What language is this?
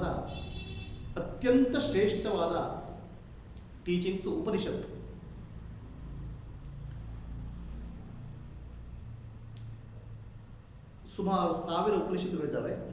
Kannada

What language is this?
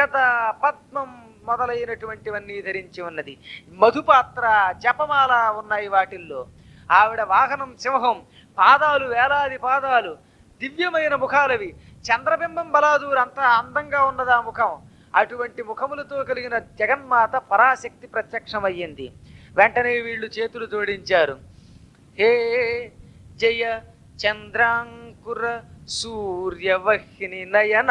Telugu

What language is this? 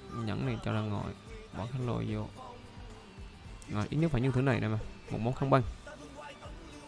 Vietnamese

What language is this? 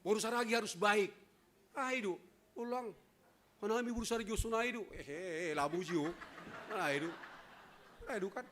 Batak Simalungun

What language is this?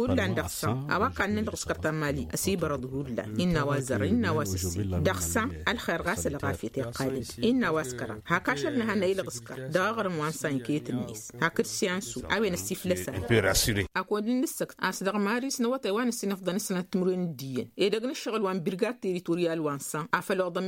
Tamasheq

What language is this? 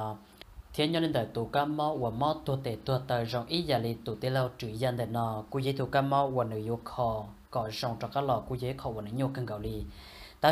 Vietnamese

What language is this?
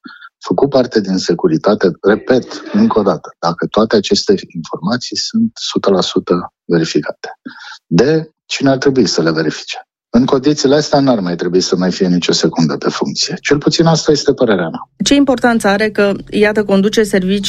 Romanian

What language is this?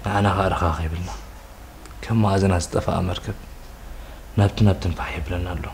Tigrinya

